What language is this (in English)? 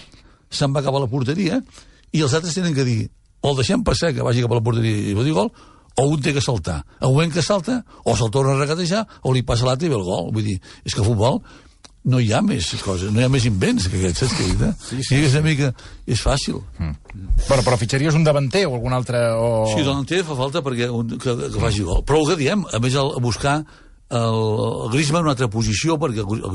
Catalan